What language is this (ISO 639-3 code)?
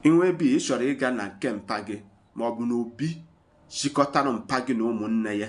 ibo